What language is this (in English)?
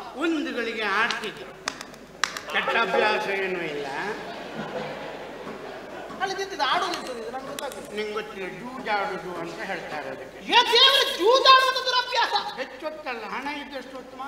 Kannada